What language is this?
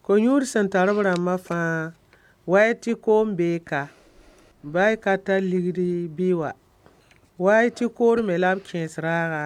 Mossi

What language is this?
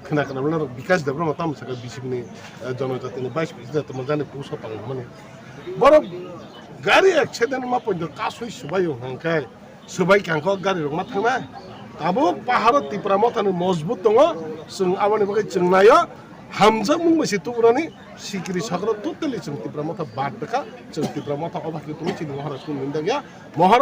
Kok Borok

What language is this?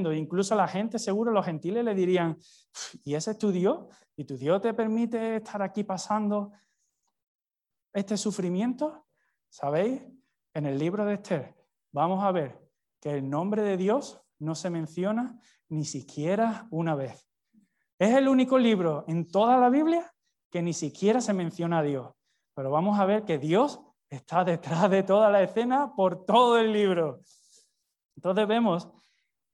Spanish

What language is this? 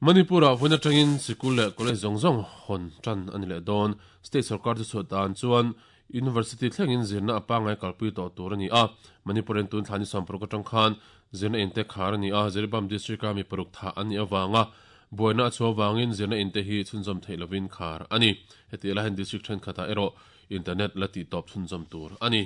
Mizo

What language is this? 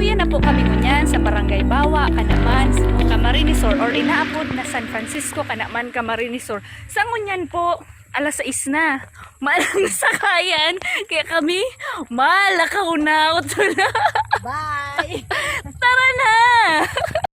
Bikol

